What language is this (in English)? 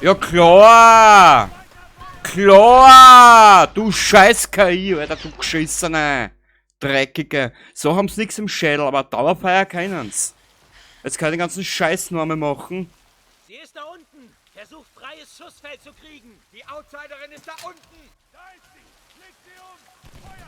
Bavarian